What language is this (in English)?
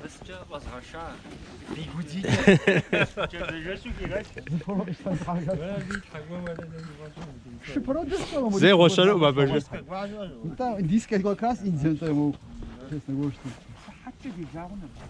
Kabardian